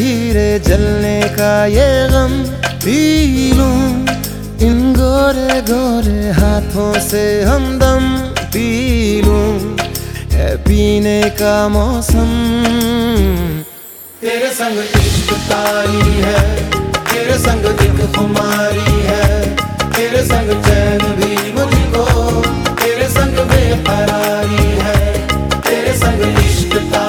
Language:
Hindi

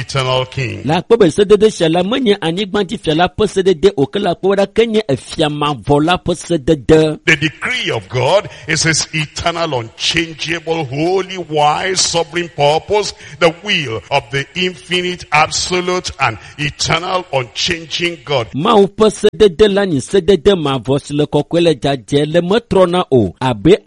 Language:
Ewe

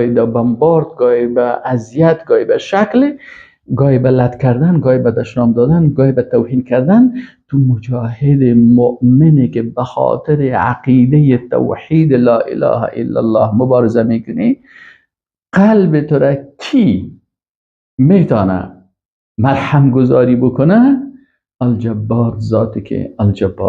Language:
Persian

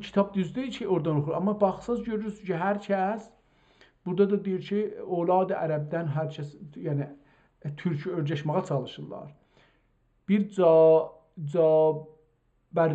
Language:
South Azerbaijani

